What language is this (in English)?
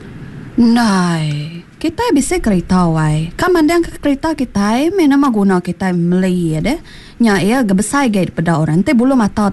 Iban